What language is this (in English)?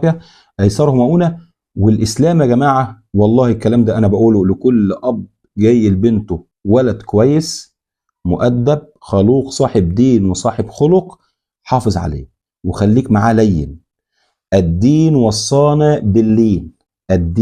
Egyptian Arabic